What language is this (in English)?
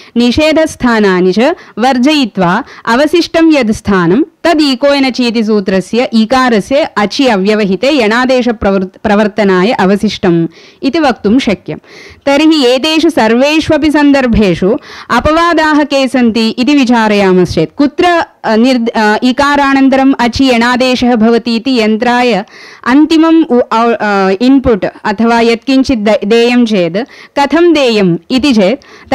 Sanskrit